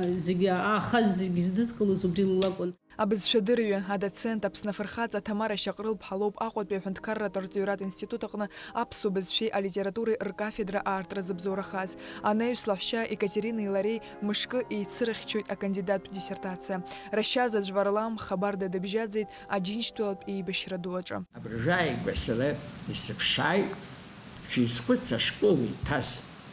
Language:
Abkhazian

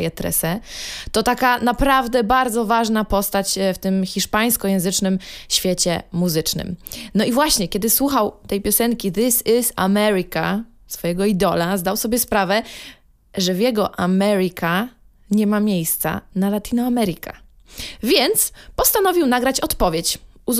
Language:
Polish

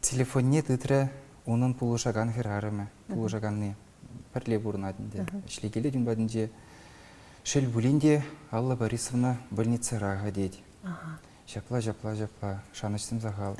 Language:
Chuvash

